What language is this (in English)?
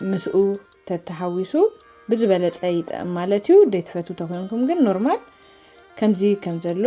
Tigrinya